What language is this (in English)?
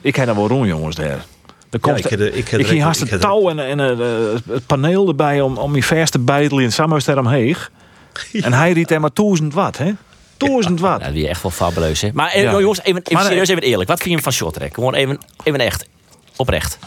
Western Frisian